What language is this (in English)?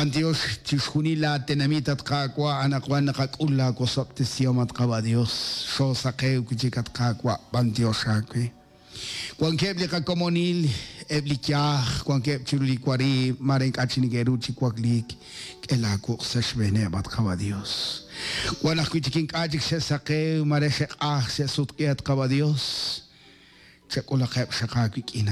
Kekchí